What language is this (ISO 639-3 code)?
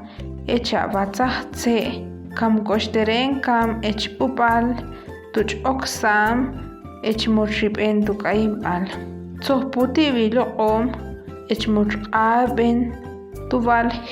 ixl